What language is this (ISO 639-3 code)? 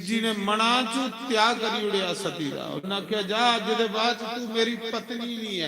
doi